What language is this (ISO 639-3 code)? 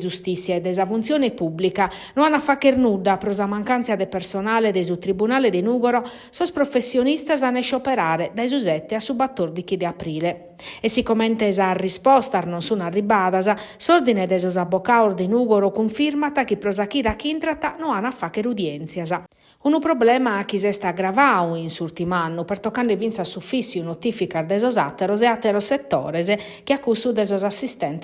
srd